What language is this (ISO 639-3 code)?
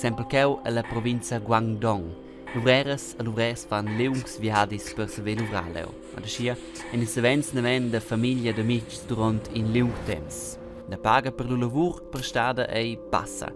roh